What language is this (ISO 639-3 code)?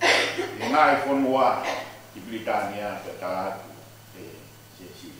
ton